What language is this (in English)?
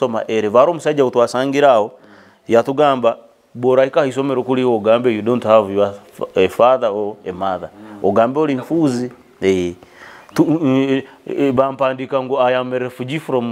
Nyoro